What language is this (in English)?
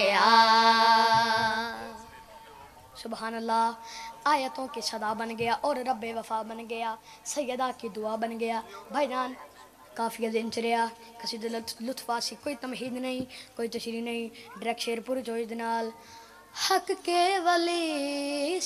Urdu